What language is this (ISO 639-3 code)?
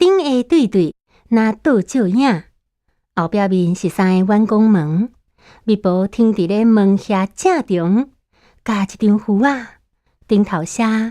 nan